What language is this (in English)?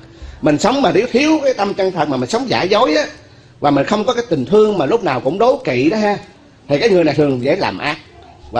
Vietnamese